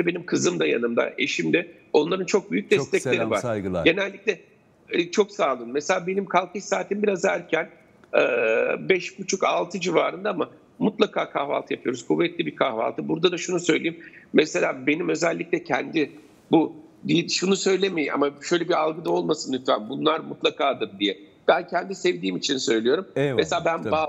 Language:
Turkish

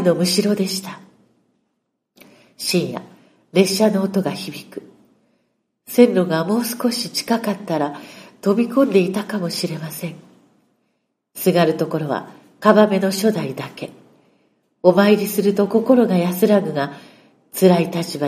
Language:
Japanese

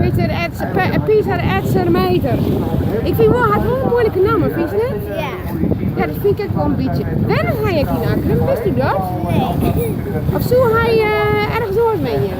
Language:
Western Frisian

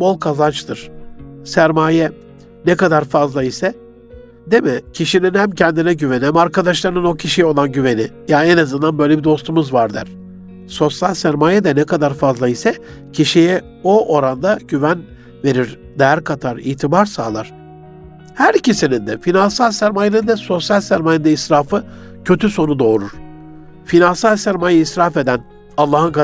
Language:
Turkish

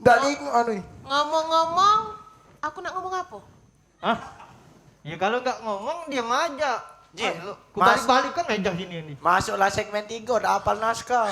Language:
Musi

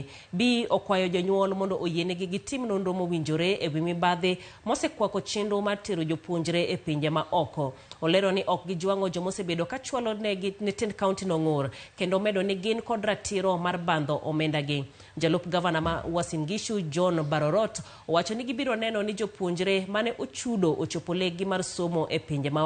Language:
Luo (Kenya and Tanzania)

